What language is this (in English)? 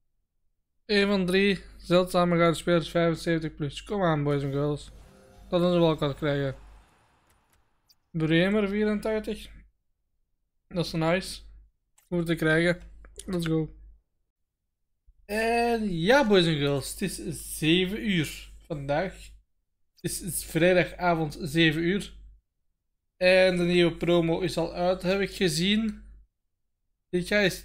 Dutch